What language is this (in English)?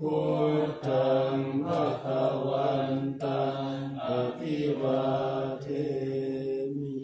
Pali